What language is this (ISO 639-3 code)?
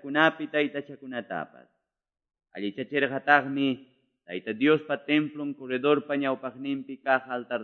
que